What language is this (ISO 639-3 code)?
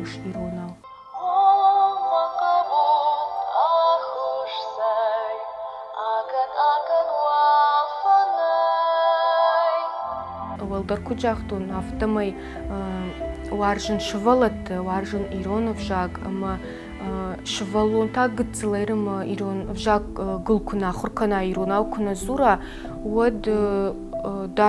oss